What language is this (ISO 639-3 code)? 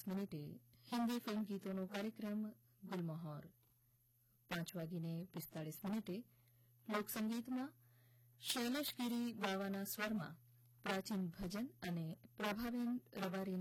guj